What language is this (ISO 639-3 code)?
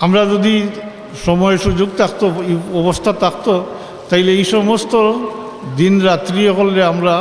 syl